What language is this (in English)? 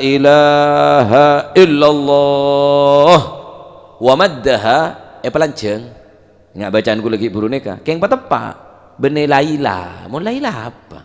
Madurese